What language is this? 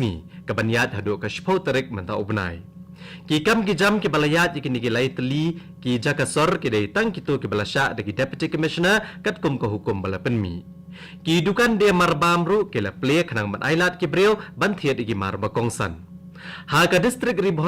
Khasi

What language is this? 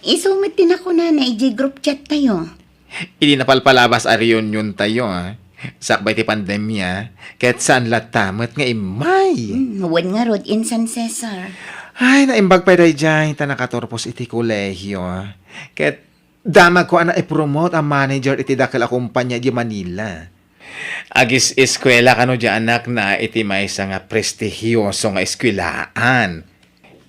Iloko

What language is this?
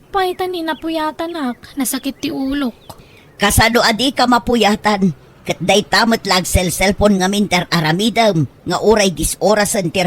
Iloko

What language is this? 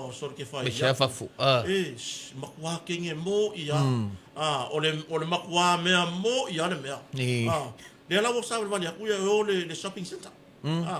Samoan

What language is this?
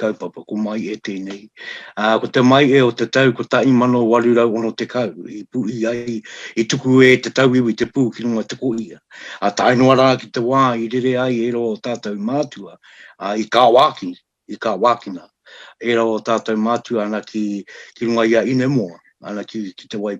Māori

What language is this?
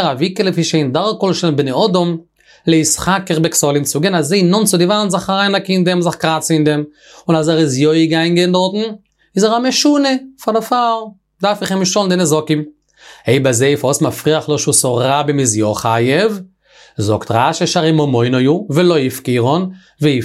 Yiddish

